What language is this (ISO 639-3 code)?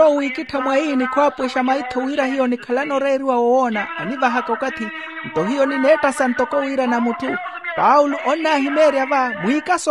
vmw